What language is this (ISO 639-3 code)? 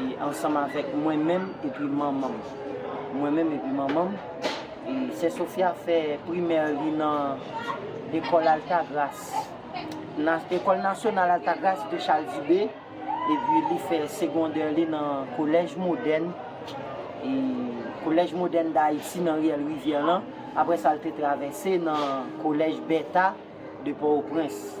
hat